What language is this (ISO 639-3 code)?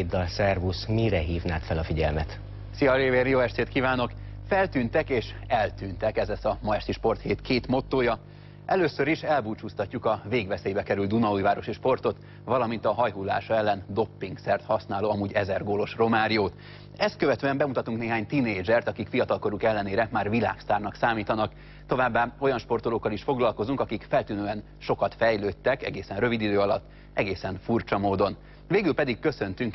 hun